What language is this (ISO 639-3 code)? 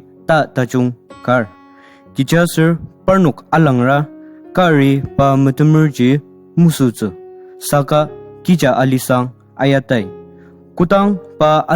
njo